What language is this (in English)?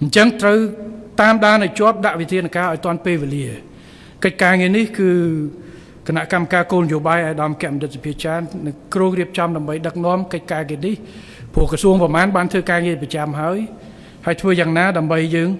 Khmer